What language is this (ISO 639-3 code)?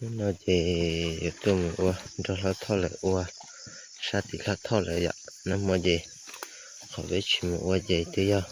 hmn